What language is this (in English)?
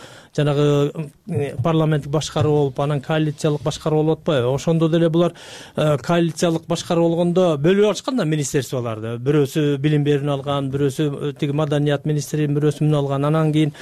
Kyrgyz